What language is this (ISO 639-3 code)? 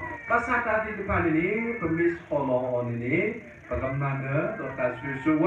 ksw